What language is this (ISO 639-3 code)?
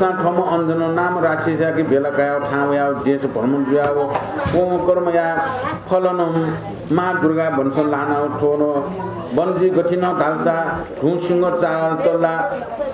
new